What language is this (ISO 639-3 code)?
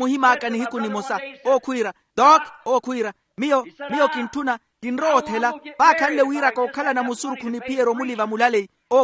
vmw